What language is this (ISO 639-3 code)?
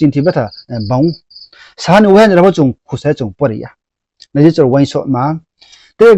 ria